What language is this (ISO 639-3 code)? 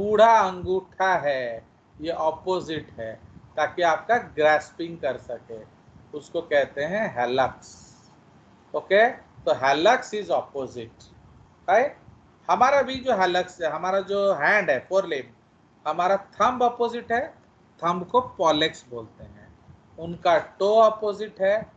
hin